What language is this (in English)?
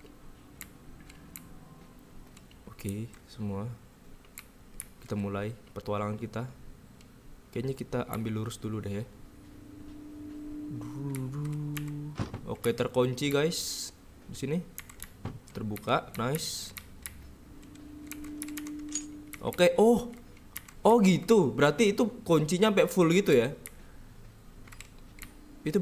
Indonesian